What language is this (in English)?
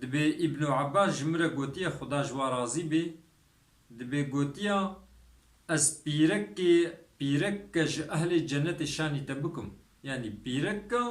Kurdish